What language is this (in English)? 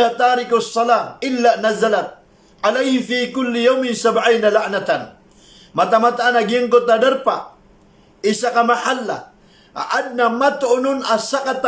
Maranao